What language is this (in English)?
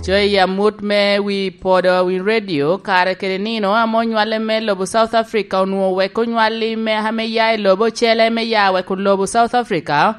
Lango (Uganda)